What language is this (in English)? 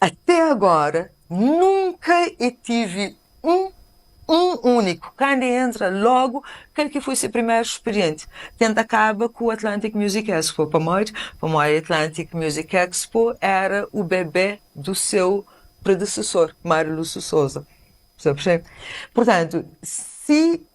Kabuverdianu